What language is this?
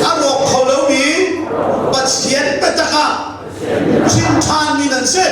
Hakha Chin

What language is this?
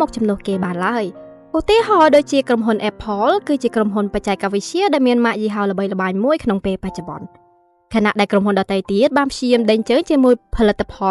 Khmer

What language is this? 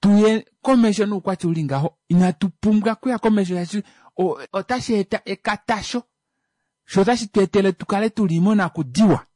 Kuanyama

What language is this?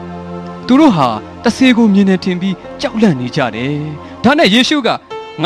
Burmese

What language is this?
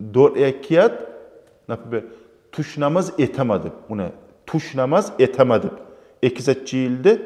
Kumyk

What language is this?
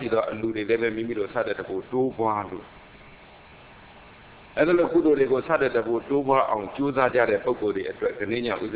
Burmese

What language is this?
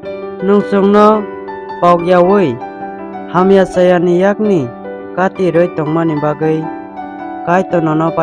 Kok Borok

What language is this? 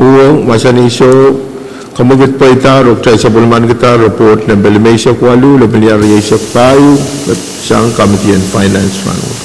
Pohnpeian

